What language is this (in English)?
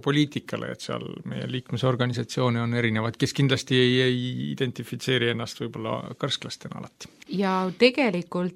Estonian